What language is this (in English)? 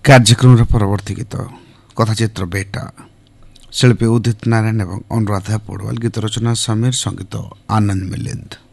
Odia